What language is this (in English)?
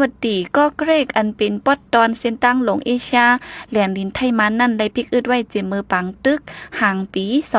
Shan